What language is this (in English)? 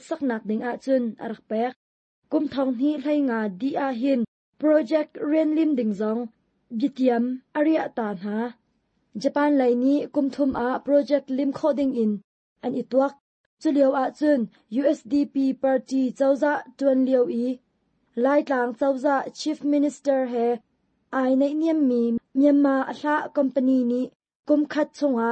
Hakha Chin